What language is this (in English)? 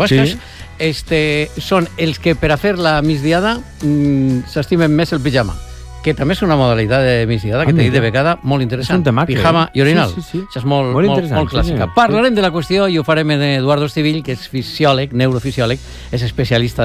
Catalan